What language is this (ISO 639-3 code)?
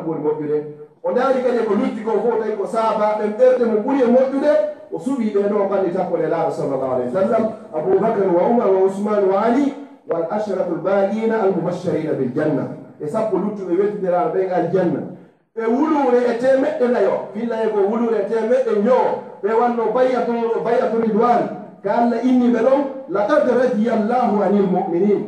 ful